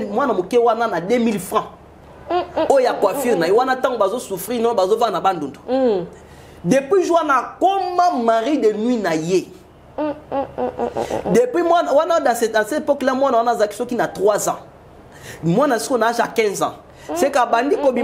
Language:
Lingala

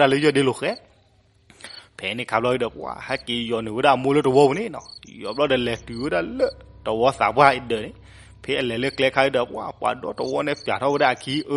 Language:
S'gaw Karen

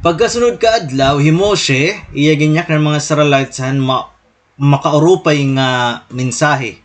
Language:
Waray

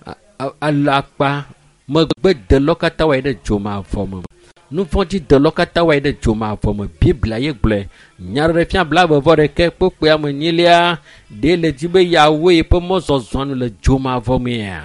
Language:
Ewe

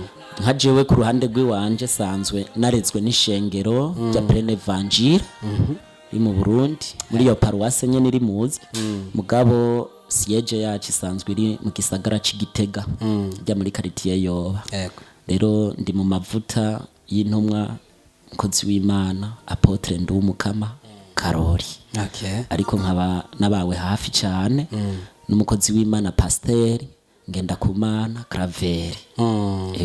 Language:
Rundi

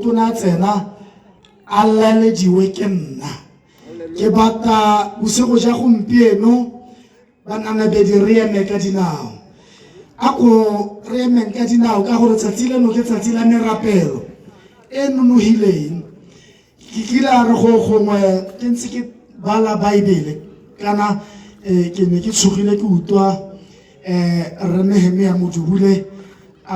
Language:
Tswana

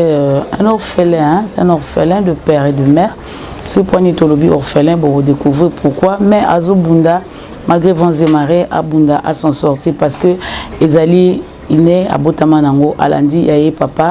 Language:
Lingala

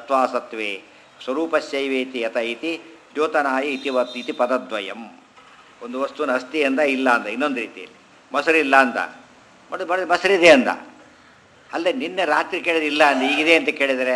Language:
Kannada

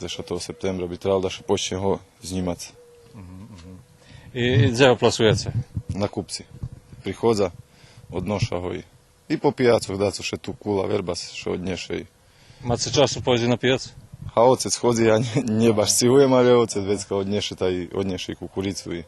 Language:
Rusyn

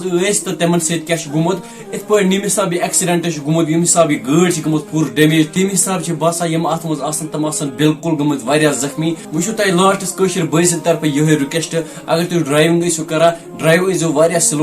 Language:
Kashmiri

